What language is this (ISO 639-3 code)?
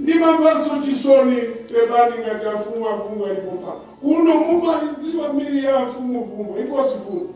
nya